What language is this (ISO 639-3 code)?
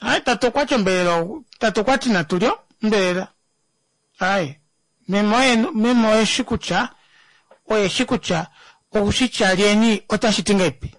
kua